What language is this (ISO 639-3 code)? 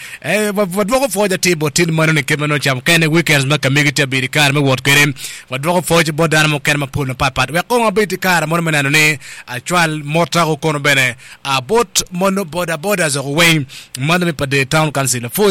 ach